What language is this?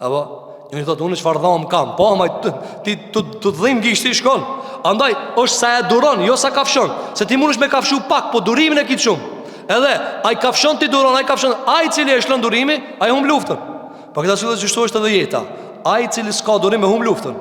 Albanian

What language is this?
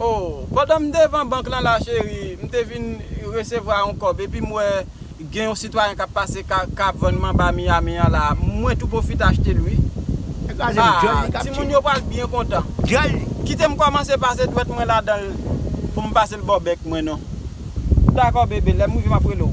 Haitian Creole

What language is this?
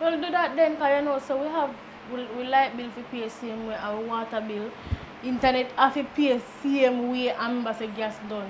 Jamaican Creole English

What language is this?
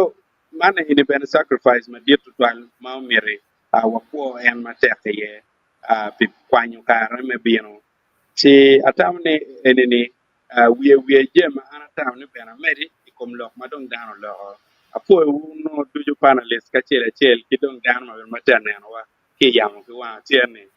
Acoli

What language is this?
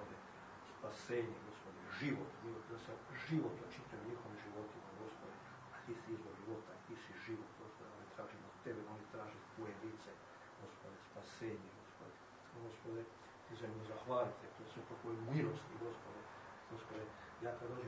Croatian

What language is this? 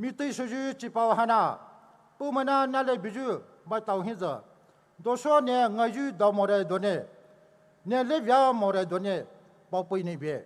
Poumei Naga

